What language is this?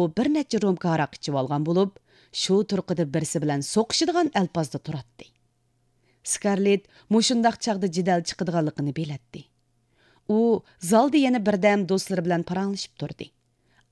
Uyghur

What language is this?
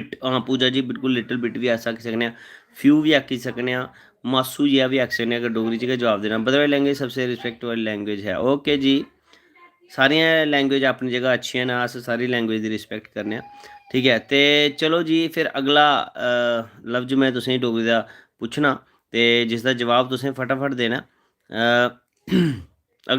Dogri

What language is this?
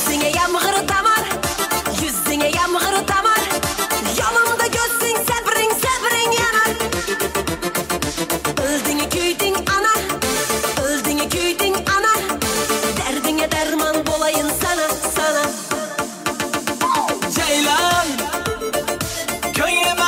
Kara-Kalpak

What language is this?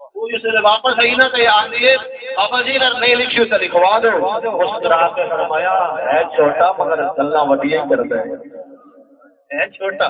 Saraiki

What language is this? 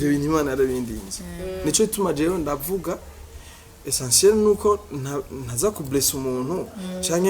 Rundi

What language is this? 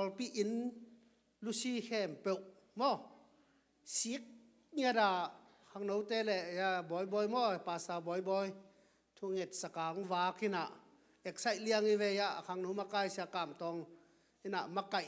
Tedim Chin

